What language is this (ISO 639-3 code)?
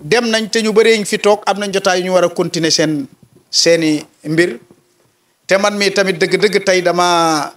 wol